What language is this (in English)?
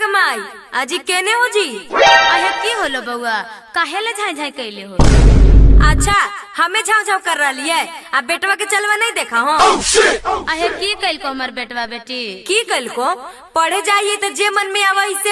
Magahi